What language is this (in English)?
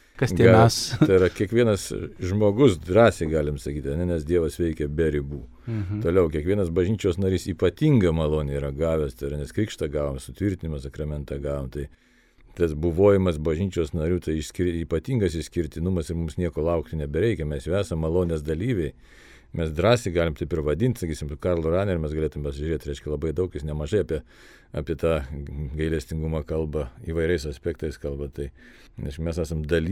Lithuanian